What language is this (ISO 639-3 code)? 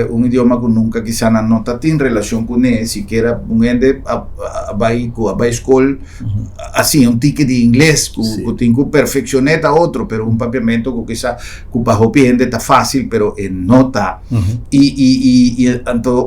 pap